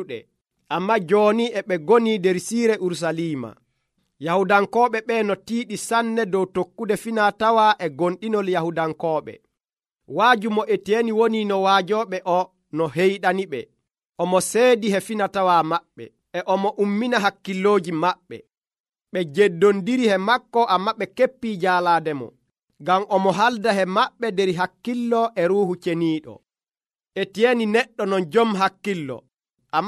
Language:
Nigerian Fulfulde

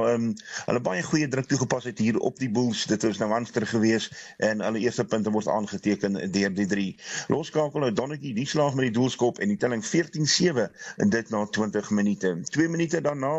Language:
Afrikaans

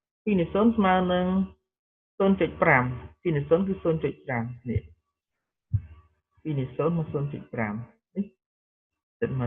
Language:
Khmer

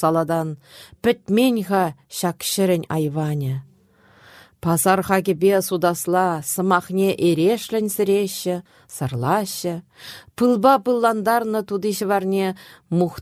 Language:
Chuvash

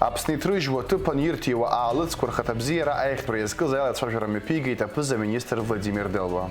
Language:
Abkhazian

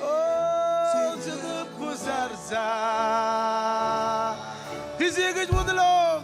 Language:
Marshallese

